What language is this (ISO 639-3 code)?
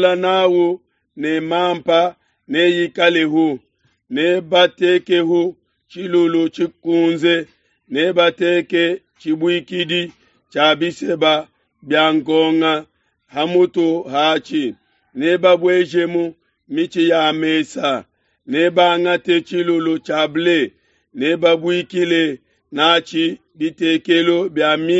lua